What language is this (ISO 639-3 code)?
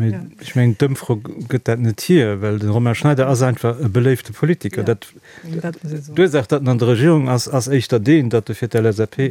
ltz